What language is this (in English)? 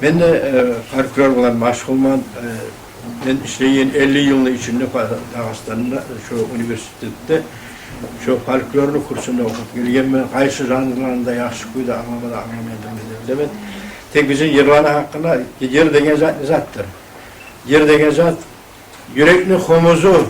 Kumyk